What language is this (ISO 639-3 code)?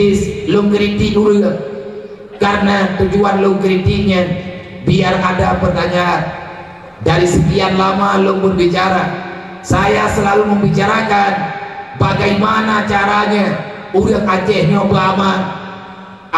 ace